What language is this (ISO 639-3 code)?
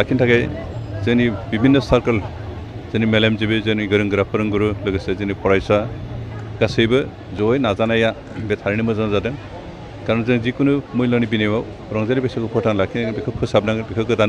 brx